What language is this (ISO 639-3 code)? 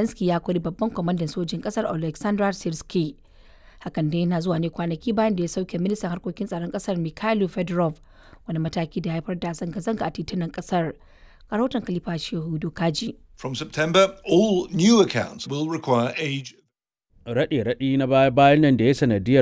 hau